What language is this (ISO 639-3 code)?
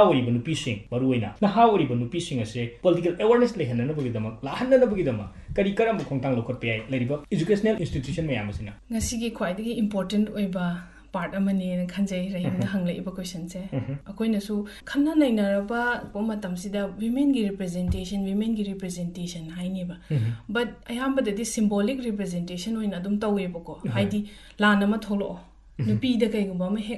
mni